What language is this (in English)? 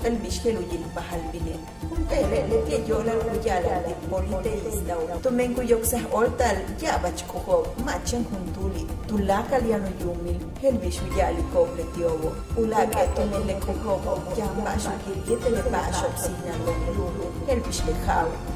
Yucateco